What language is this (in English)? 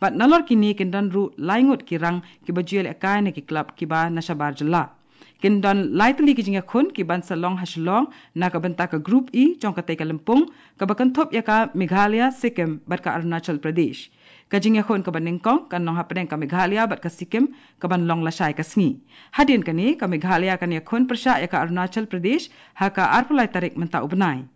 Khasi